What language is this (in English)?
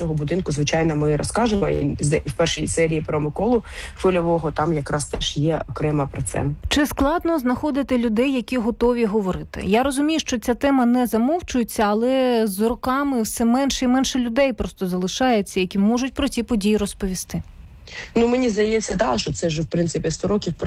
Ukrainian